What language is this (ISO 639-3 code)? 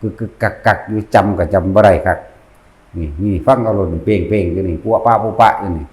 tts